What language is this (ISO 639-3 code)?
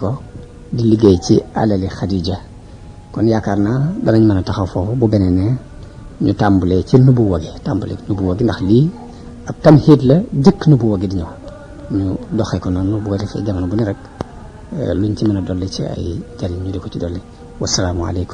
wol